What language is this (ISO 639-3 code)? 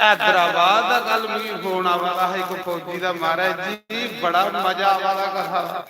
doi